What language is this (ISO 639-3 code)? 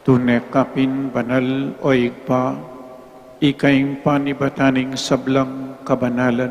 pam